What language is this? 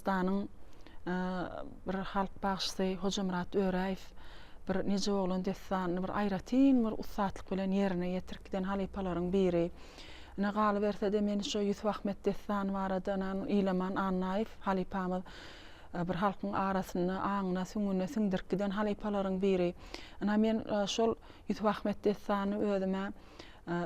Turkmen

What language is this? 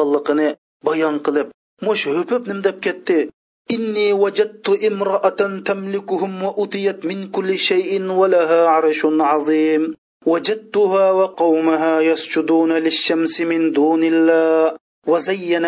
Uyghur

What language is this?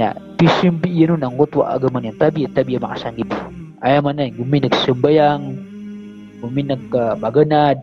Maranao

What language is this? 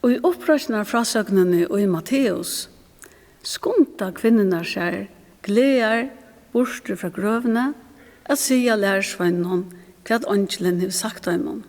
Faroese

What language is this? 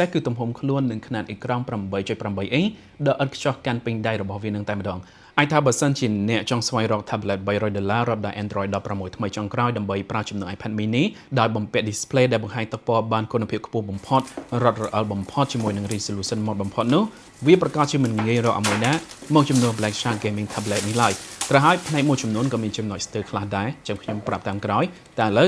Khmer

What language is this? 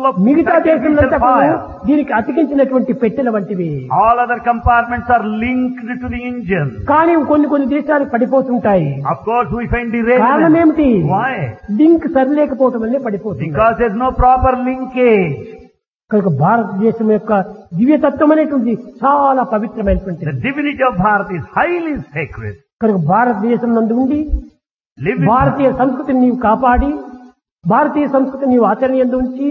Telugu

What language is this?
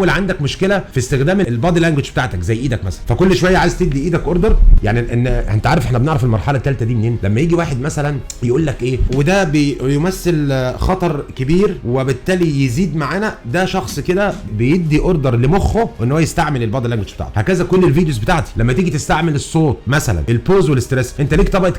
Egyptian Arabic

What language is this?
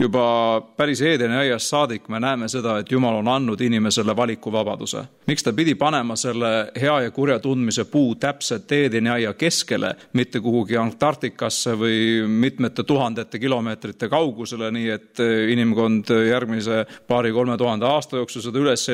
Estonian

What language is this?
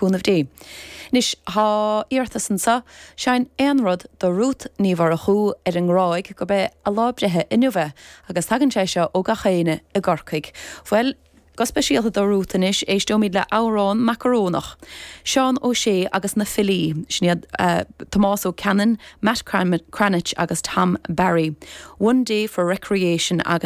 Irish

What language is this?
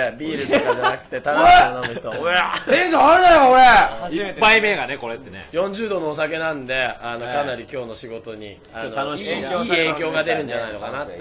Japanese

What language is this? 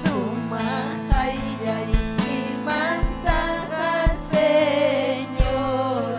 Ayacucho Quechua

